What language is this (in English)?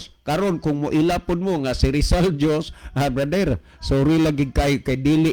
Cebuano